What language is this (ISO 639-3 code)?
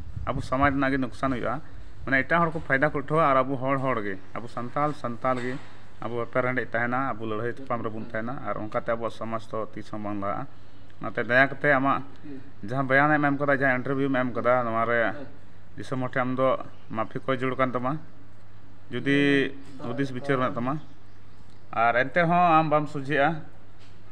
sat